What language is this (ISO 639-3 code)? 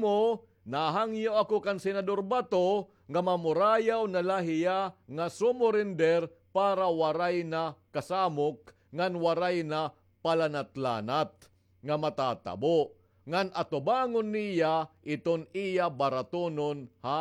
war